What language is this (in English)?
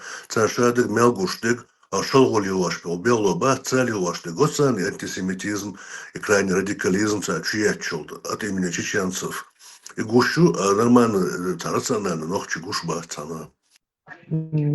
Chechen